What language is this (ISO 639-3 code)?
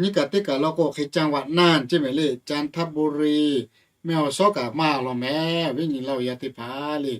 lhu